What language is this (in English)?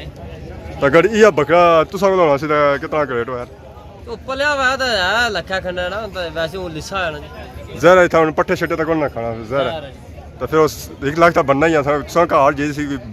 Pahari-Potwari